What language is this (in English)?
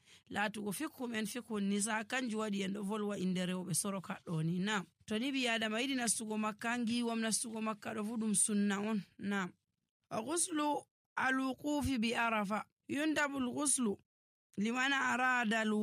Nigerian Fulfulde